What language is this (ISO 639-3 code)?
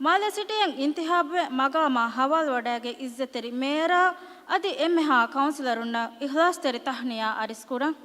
div